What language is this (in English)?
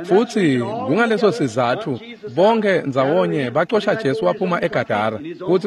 Swati